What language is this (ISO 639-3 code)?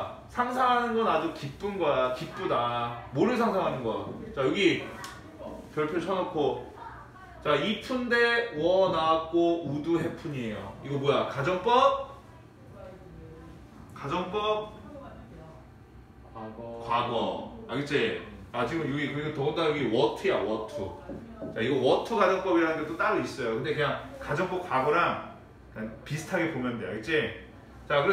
kor